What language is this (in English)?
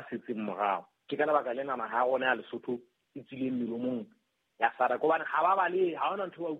Southern Sotho